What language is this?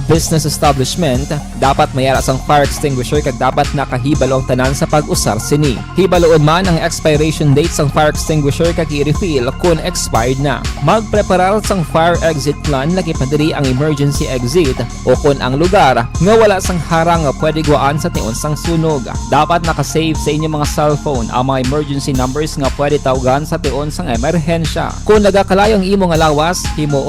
Hiligaynon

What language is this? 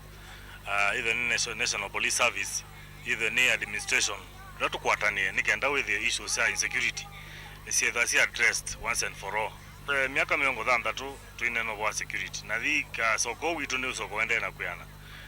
Kamba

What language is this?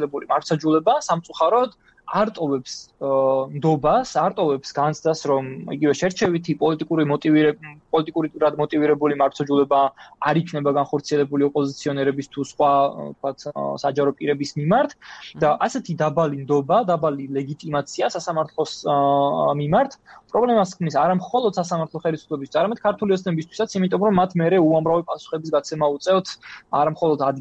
Georgian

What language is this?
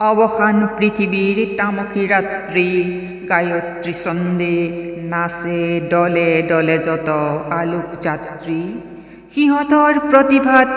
Assamese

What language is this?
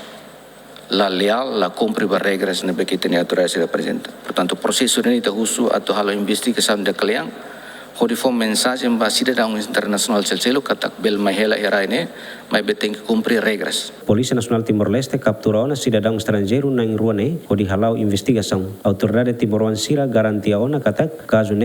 Tetum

